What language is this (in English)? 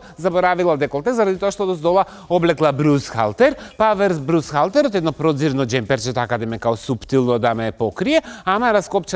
Macedonian